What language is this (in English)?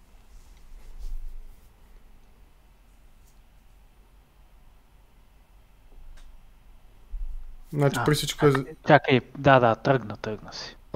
Bulgarian